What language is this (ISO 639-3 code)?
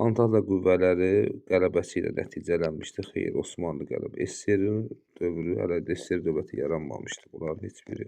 aze